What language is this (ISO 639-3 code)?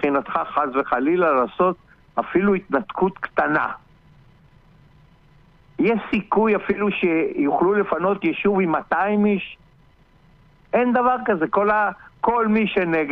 heb